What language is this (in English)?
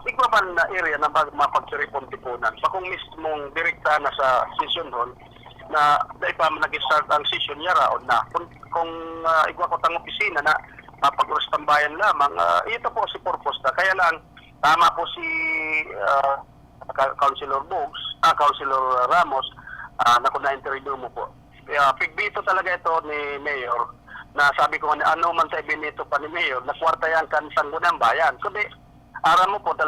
Bikol